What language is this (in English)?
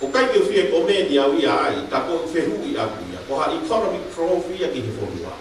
Tongan